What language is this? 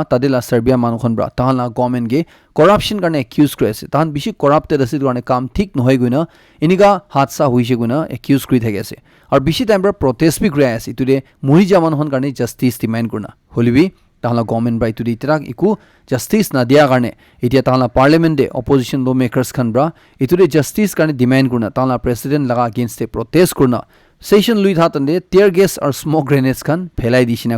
Naga Pidgin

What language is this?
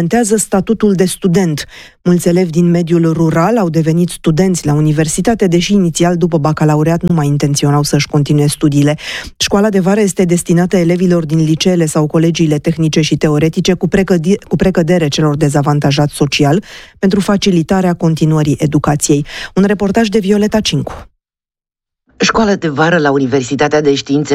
Romanian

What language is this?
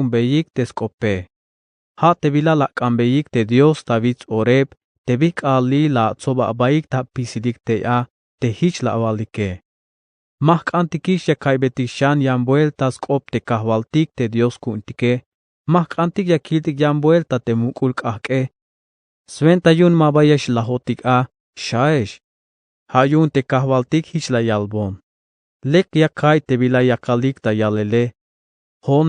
Tzeltal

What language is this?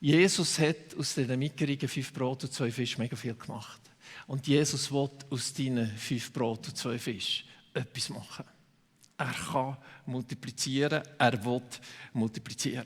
Swiss German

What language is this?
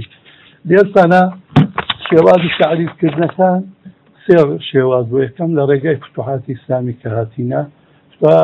Central Kurdish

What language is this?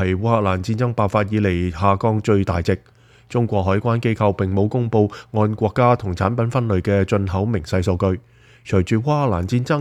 Cantonese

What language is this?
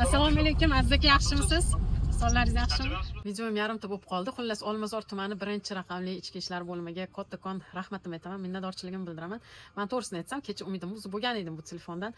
Uzbek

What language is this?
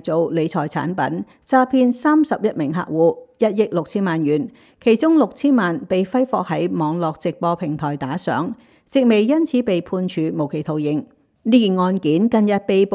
Cantonese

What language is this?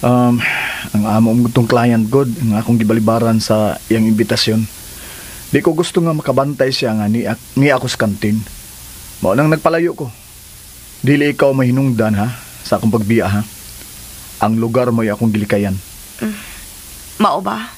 Cebuano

